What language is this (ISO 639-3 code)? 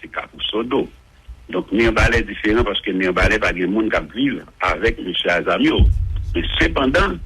hat